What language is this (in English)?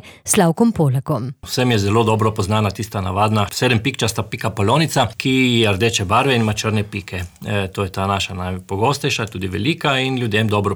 Slovenian